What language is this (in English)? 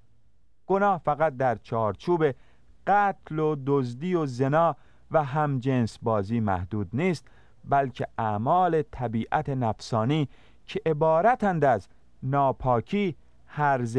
Persian